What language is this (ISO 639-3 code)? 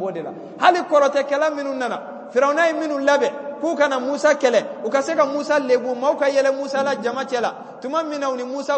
bam